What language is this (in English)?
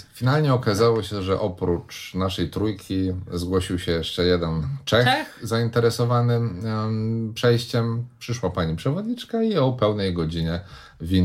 Polish